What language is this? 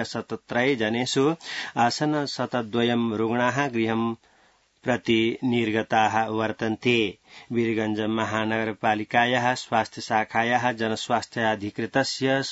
Sanskrit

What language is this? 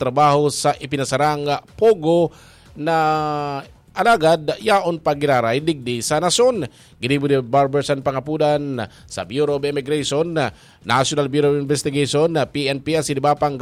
Bikol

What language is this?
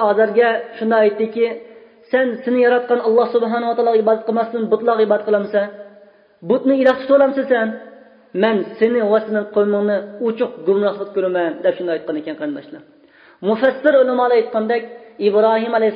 Uyghur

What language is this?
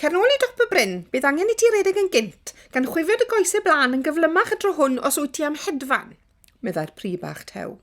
Welsh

